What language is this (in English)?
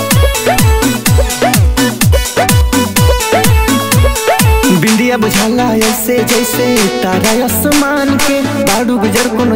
Bhojpuri